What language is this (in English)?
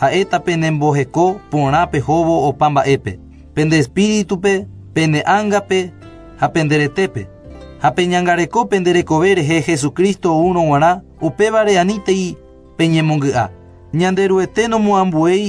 Guarani